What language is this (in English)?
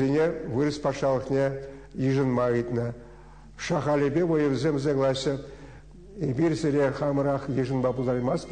Chuvash